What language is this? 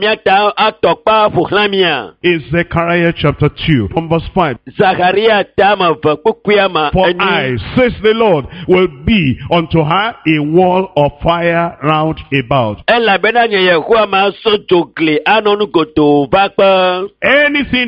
Ewe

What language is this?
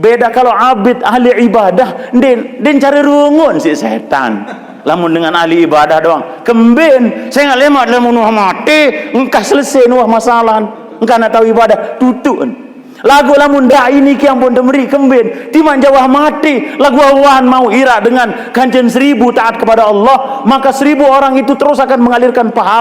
Sasak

